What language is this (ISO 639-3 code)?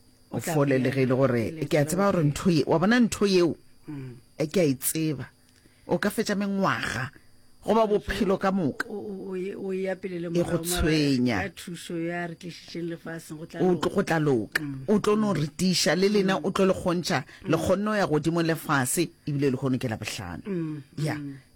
nso